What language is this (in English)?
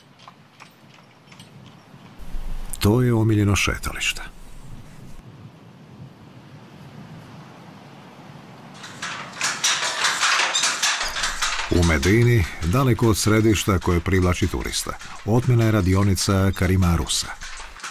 Croatian